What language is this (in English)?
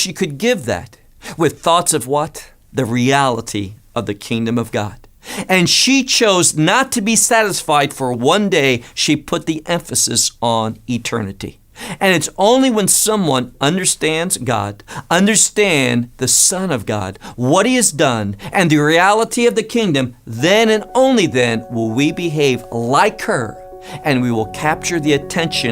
English